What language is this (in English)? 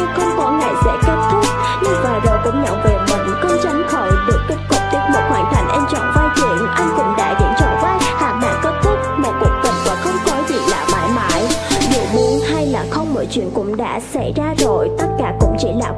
Vietnamese